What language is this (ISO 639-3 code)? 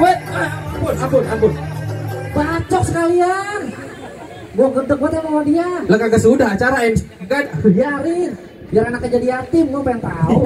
bew